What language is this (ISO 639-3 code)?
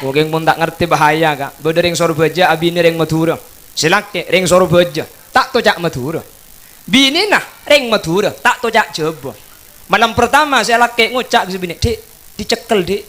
mad